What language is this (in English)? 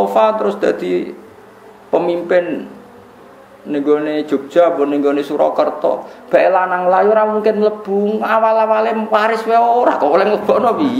Javanese